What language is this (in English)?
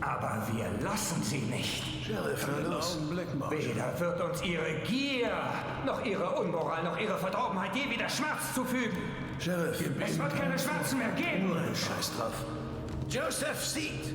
Bavarian